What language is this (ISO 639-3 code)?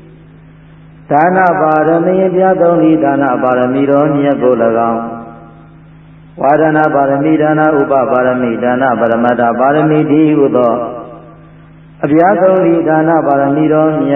mya